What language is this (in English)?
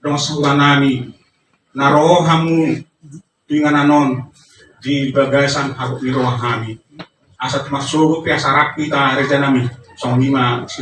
Batak Toba